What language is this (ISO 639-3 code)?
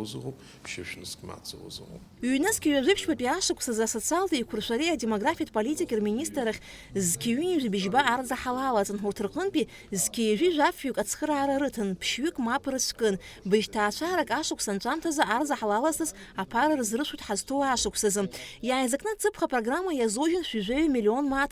abk